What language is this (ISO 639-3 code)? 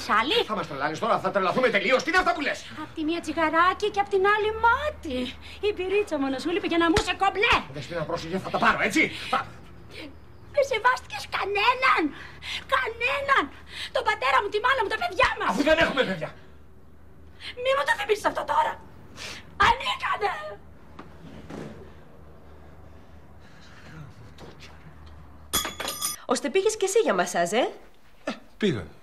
ell